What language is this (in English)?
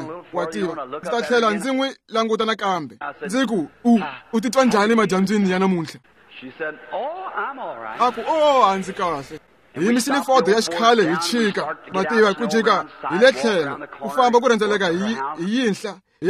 Tsonga